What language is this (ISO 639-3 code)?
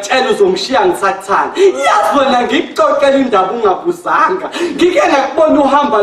zul